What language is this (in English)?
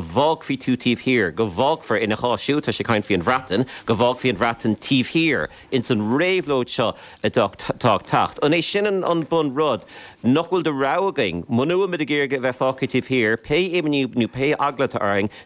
Irish